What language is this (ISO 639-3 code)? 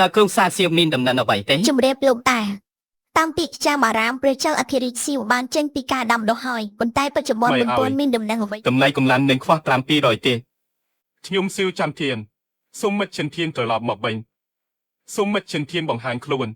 khm